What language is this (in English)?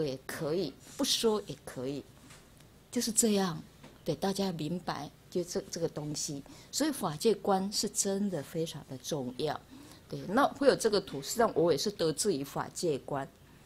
Chinese